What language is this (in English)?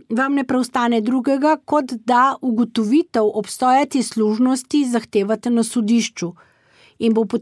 Slovenian